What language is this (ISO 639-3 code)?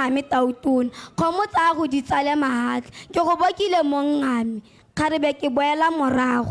tsn